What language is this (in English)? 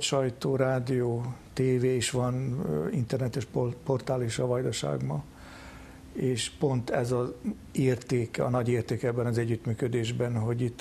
Hungarian